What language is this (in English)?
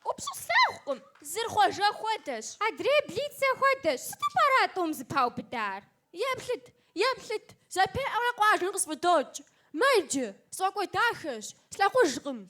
Kabardian